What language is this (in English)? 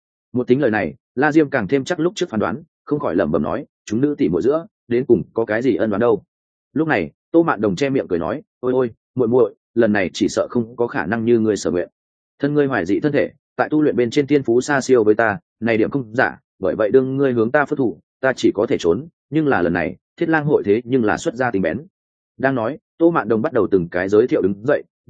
Vietnamese